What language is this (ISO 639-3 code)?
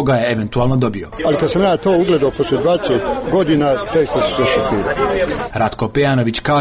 srp